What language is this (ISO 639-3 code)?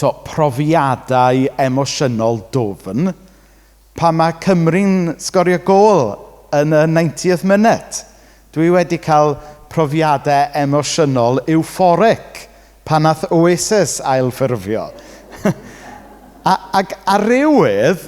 cym